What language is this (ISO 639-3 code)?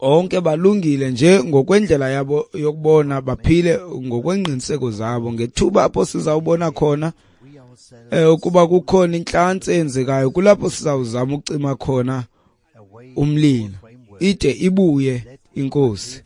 xho